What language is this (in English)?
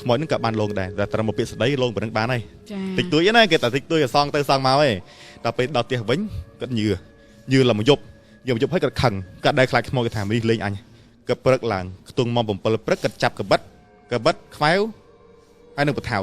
Khmer